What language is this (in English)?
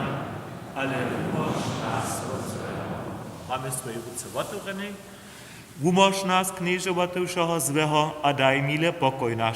Upper Sorbian